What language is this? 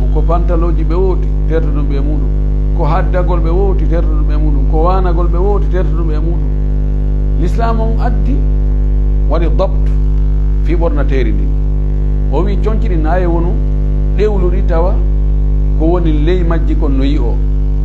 Pular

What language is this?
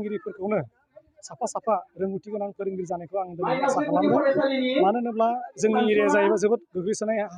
Bodo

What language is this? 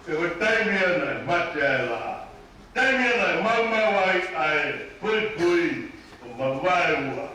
Tongan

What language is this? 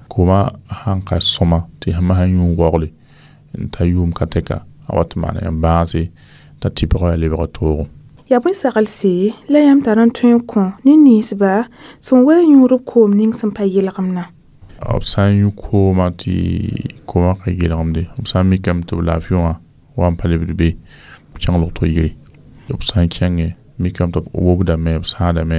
Mossi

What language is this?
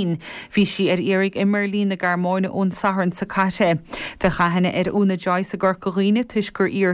Irish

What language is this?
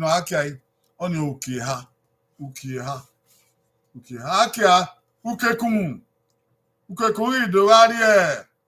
Bini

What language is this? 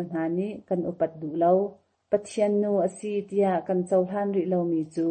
Hakha Chin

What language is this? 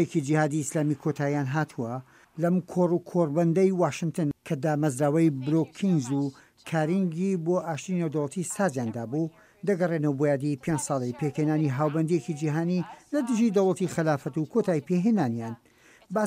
Central Kurdish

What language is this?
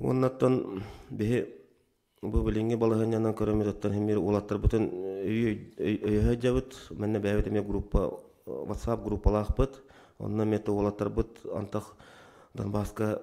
Yakut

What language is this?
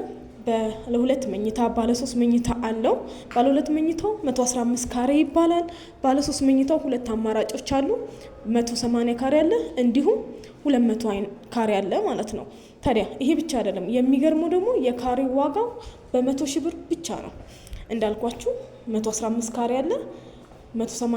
Amharic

